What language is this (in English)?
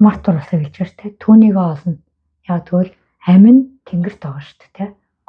Mongolian